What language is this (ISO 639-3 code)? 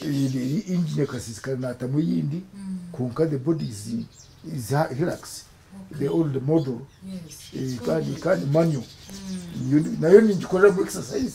nyn